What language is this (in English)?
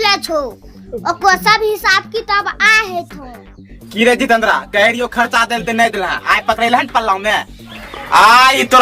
Angika